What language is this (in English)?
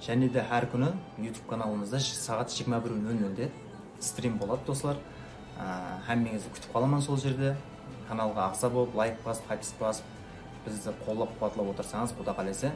Kara-Kalpak